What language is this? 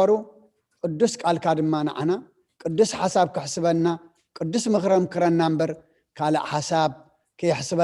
Tigrinya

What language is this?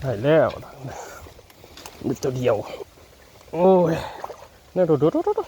Northeastern Thai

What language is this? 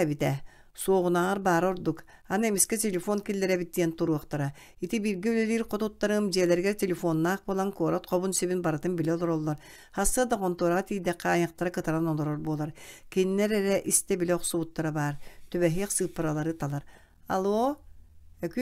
Yakut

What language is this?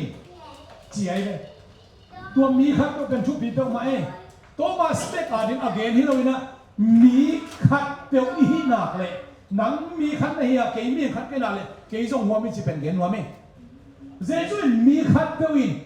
Tedim Chin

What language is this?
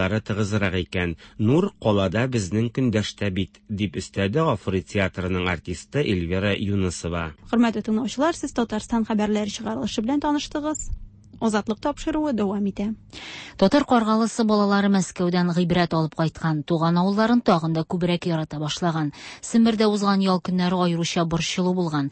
Tatar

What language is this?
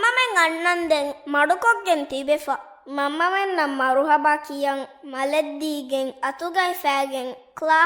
Divehi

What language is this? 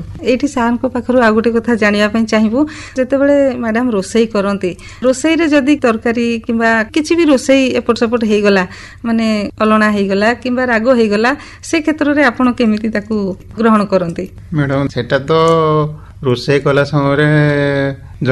Odia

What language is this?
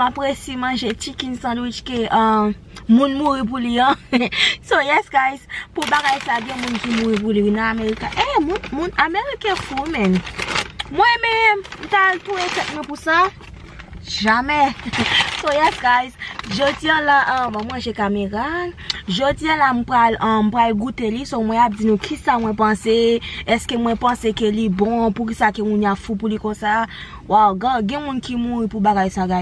Haitian Creole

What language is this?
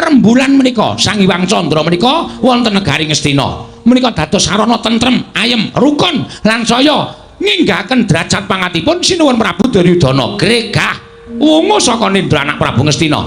Javanese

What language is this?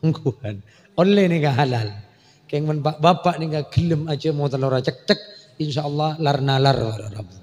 Madurese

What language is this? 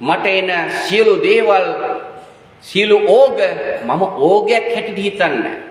Sinhala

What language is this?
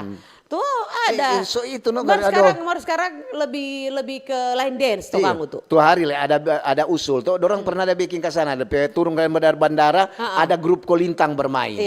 Manado Malay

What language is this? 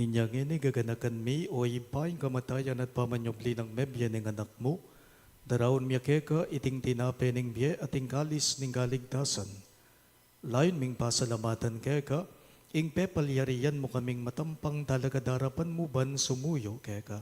Pampanga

